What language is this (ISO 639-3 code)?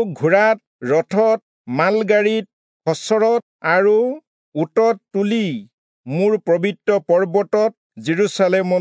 asm